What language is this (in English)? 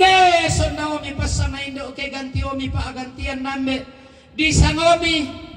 Toraja-Sa'dan